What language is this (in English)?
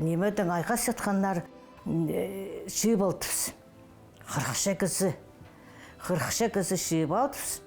Khakas